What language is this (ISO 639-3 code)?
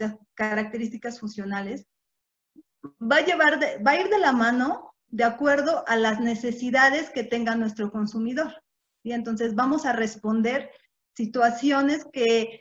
spa